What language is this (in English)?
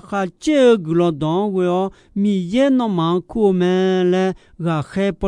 Akha